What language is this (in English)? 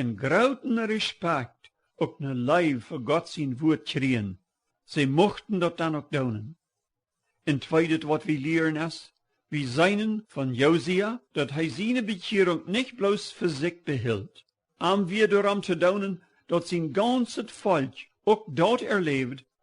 Plautdietsch